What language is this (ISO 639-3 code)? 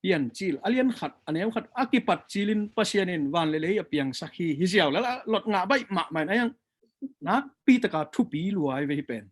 ctd